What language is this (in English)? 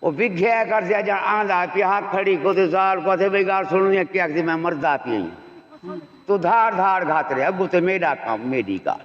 Saraiki